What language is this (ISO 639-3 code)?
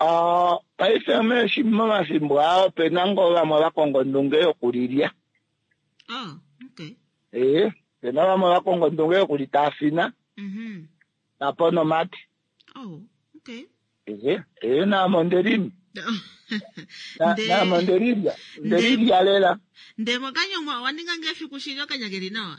kua